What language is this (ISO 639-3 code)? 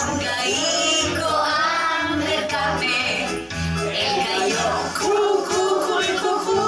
lad